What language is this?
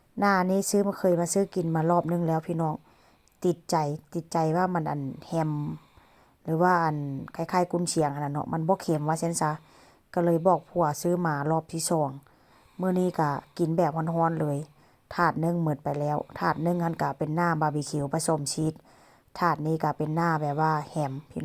Northeastern Thai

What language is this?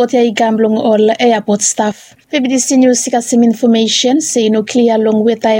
Bislama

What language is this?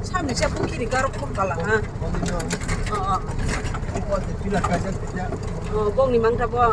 Kok Borok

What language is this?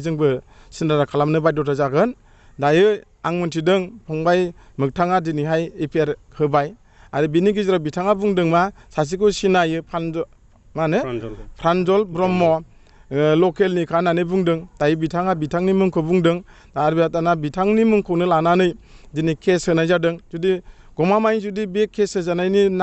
Bodo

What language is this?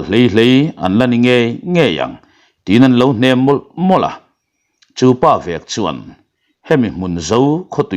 Mizo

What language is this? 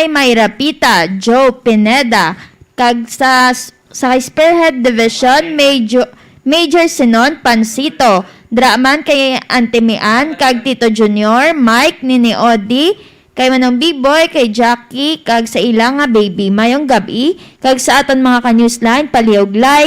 Hiligaynon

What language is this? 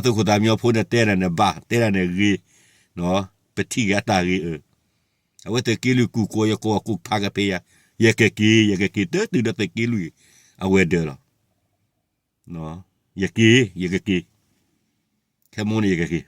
S'gaw Karen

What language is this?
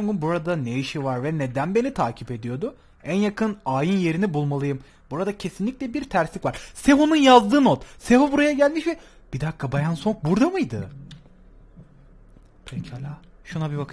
Turkish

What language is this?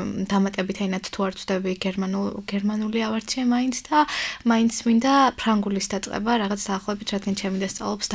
Georgian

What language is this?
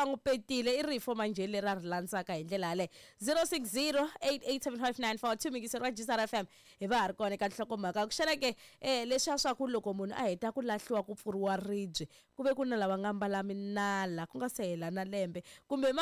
Tsonga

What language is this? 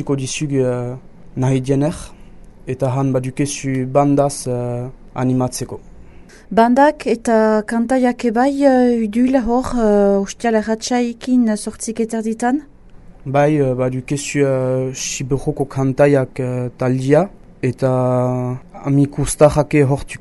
Basque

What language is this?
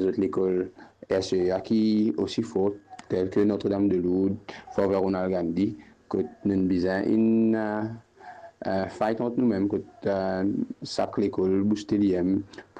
Morisyen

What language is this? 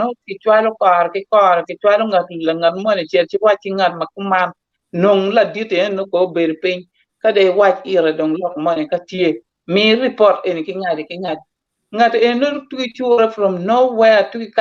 Acoli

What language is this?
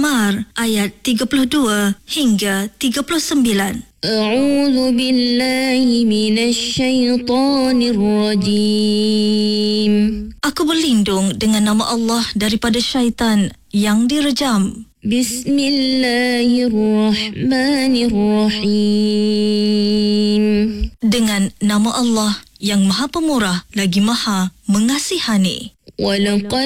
Malay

